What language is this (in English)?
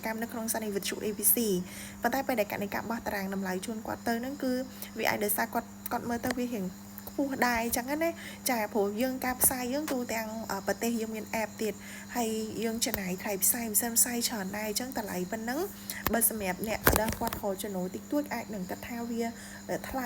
Khmer